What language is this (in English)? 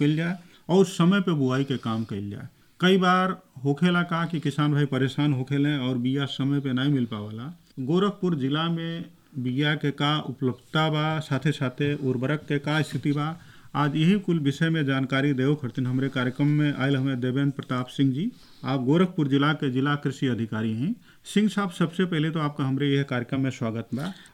Bhojpuri